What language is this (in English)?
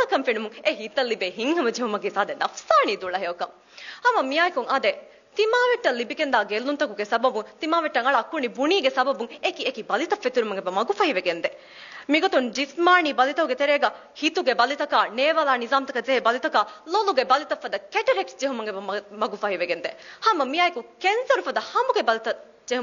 Divehi